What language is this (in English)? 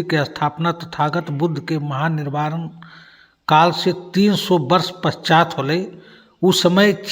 Magahi